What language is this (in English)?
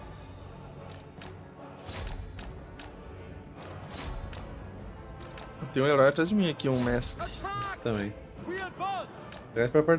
Portuguese